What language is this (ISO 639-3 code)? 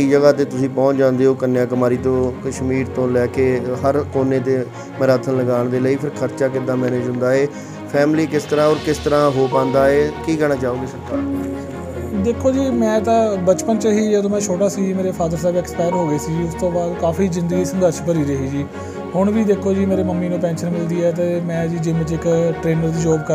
pan